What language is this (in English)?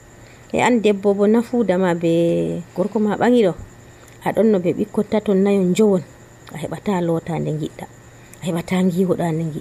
Nigerian Fulfulde